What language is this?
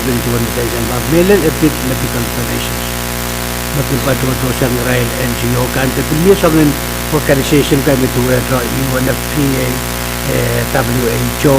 Pohnpeian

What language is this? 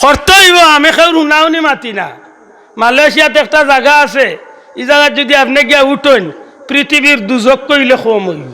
Sylheti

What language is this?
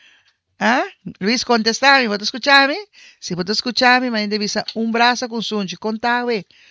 Papiamento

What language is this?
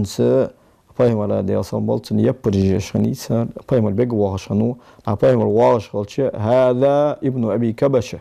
Ingush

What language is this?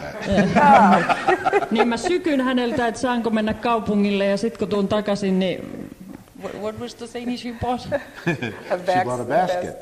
Finnish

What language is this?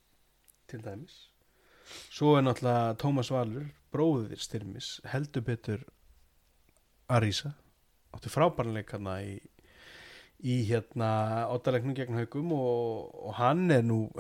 Icelandic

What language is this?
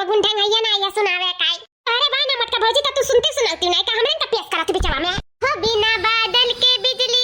Awadhi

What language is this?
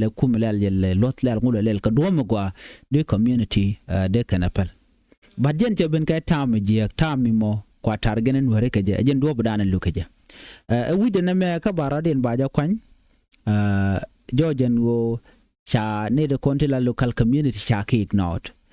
Nuer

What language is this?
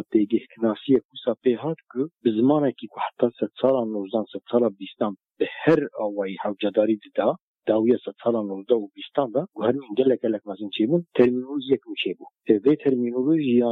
Kurdish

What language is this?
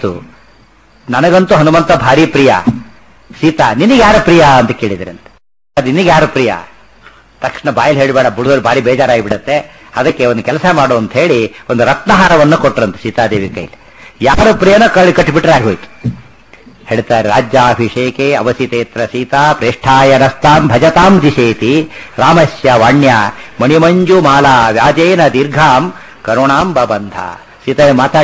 Kannada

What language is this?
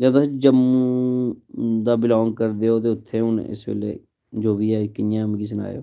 Dogri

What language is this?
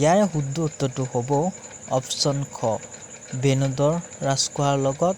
Assamese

